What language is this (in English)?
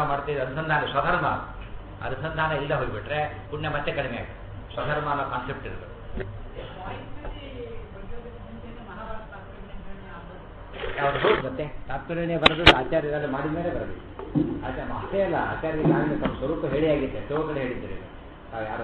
Kannada